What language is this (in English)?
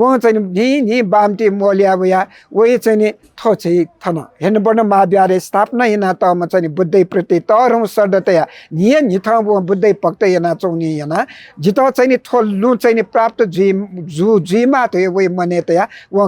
Newari